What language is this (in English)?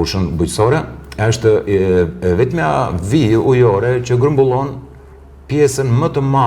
Albanian